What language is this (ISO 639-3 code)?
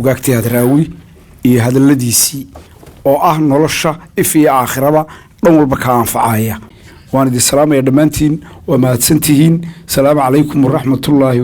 som